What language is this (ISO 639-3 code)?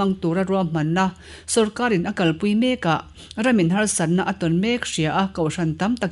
lus